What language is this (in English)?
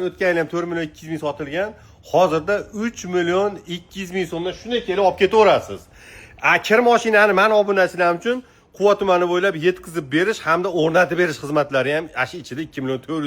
Uzbek